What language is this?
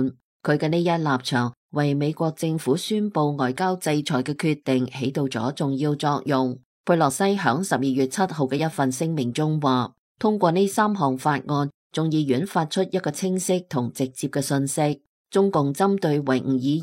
Cantonese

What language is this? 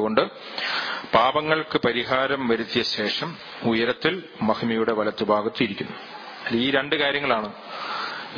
Malayalam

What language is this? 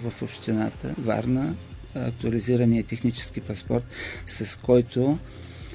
Bulgarian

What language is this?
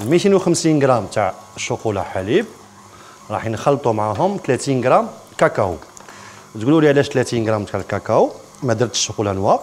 Algerian Arabic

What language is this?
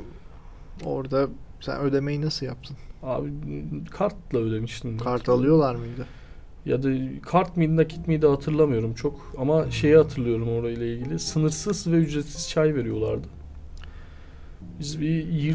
Turkish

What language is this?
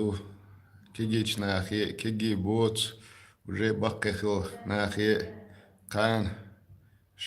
Chechen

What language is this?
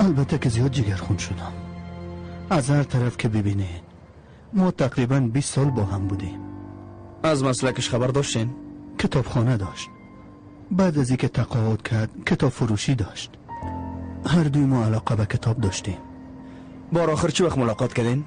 Persian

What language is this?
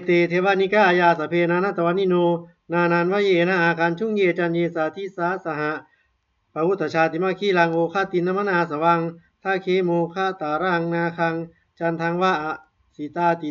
Pali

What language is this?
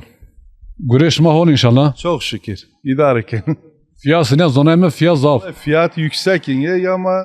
Zaza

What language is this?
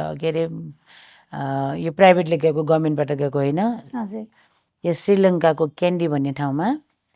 Nepali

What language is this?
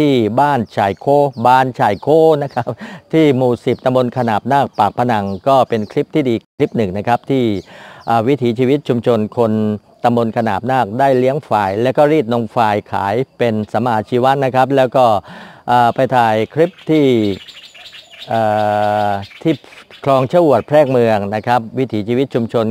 Thai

